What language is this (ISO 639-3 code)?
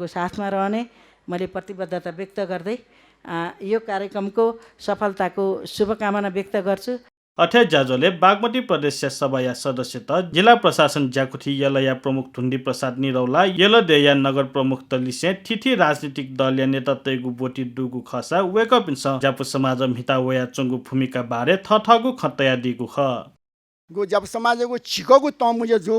new